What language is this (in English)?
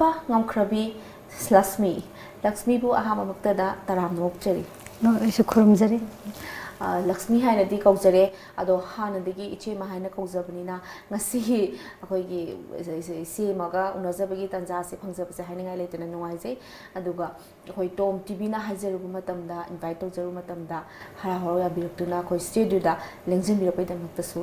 Manipuri